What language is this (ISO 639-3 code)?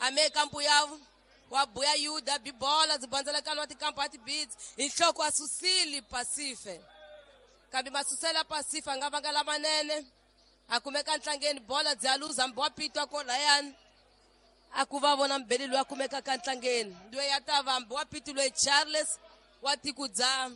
tso